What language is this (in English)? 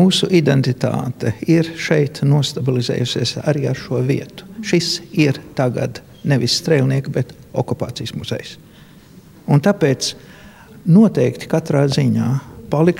Latvian